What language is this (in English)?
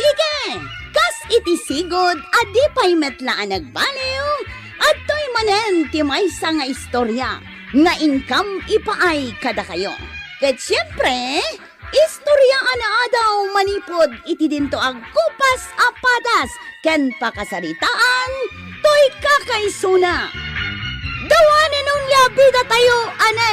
Iloko